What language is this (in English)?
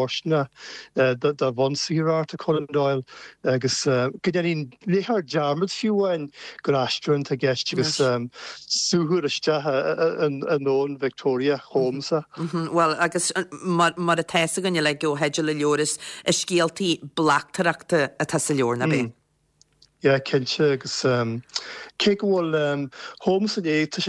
Irish